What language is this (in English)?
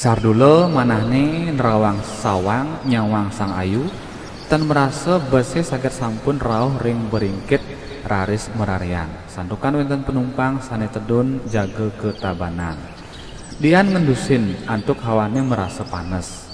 Balinese